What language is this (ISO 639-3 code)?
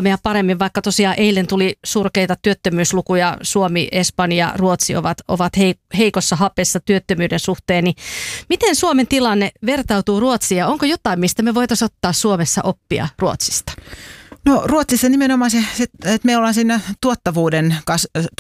fin